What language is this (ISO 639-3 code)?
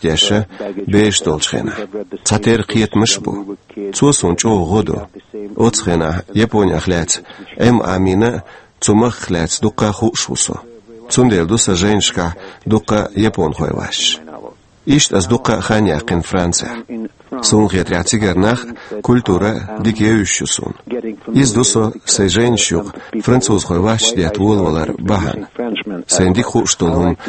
che